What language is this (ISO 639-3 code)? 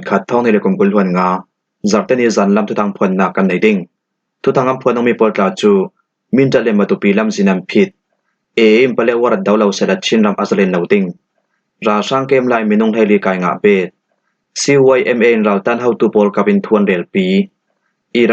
cfm